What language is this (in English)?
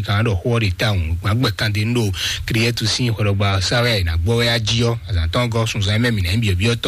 Fon